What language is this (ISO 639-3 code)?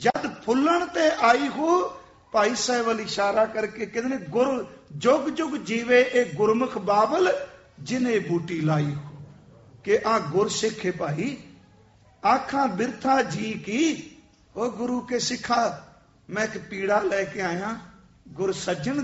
pan